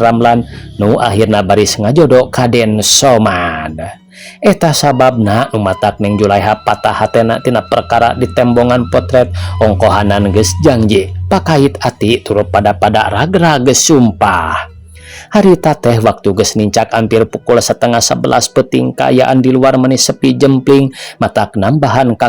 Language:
Sundanese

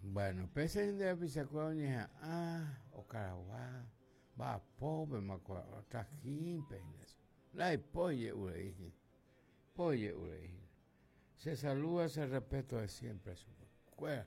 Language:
Guarani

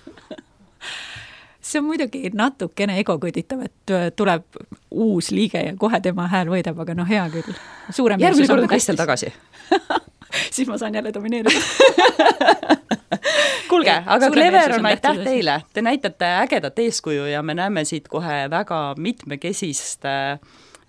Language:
Estonian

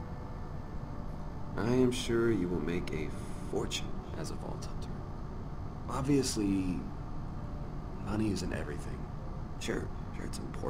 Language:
English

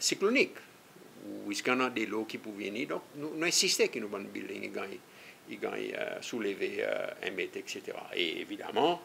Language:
Seselwa Creole French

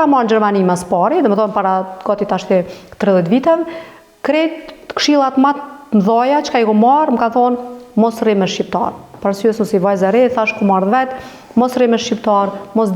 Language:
Albanian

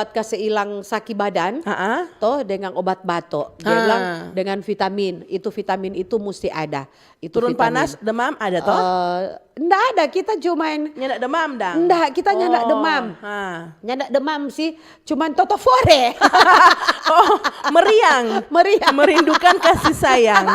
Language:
Manado Malay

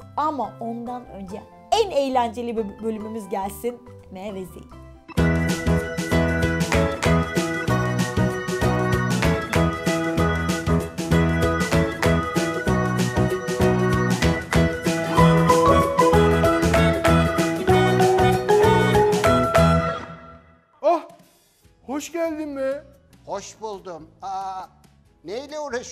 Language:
Turkish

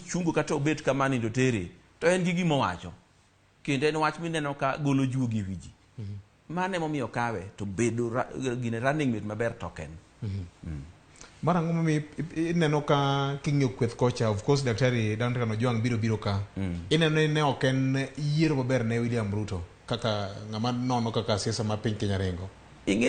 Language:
Luo (Kenya and Tanzania)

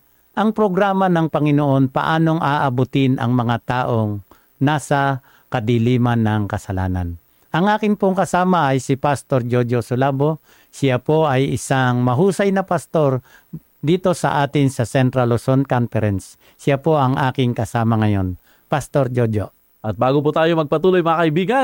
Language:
Filipino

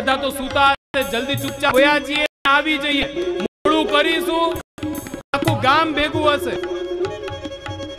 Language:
Gujarati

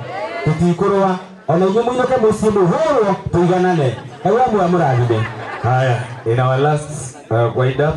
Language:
Kikuyu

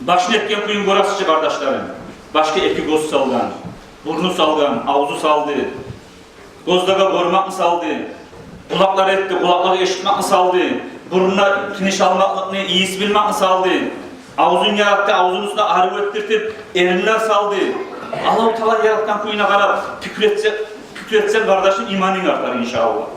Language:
Kumyk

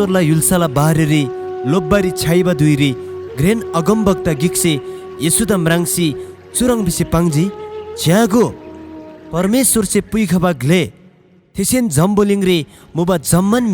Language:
Eastern Tamang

